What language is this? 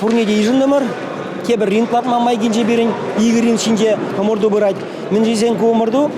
Chuvash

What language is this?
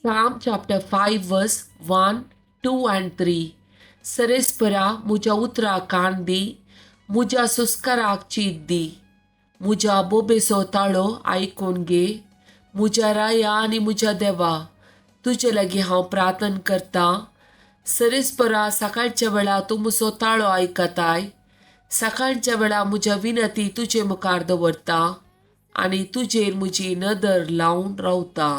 Konkani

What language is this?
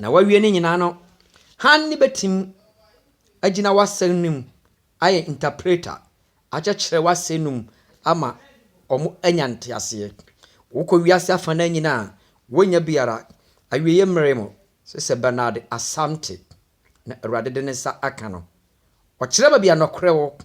Akan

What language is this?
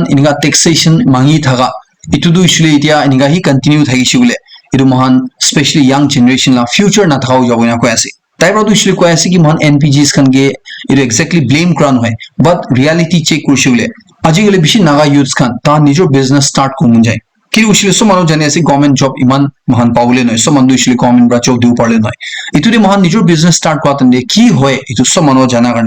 Naga Pidgin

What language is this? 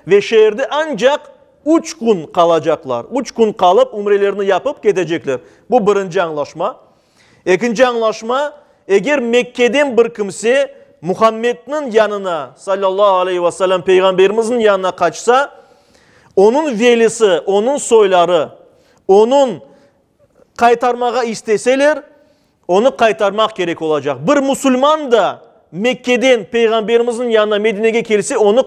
Crimean Tatar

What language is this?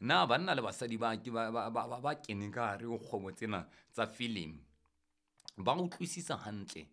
Southern Sotho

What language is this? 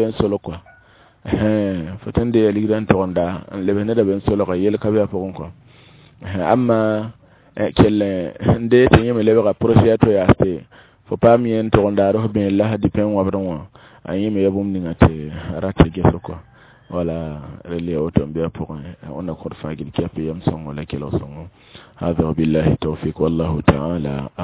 Mossi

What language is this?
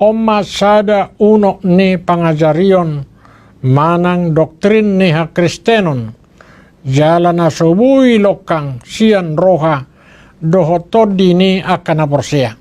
Batak Toba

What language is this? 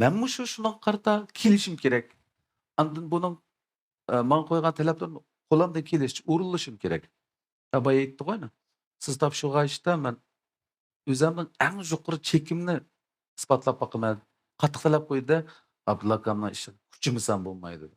Uyghur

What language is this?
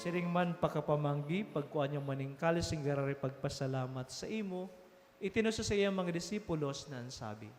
Bikol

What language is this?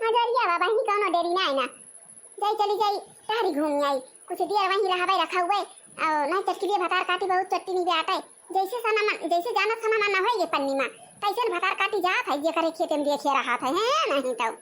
Awadhi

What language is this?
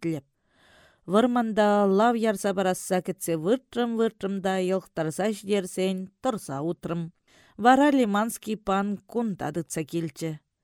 Chuvash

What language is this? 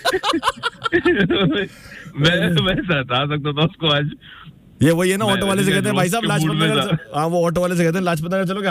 Hindi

